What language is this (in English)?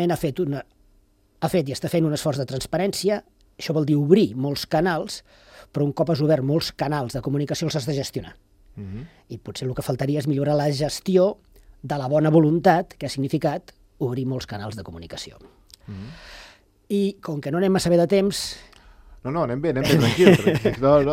Catalan